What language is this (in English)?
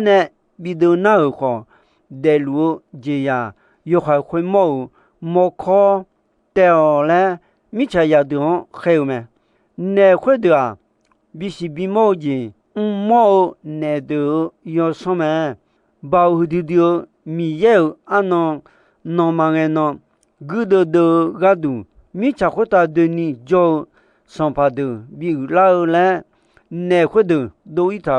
Akha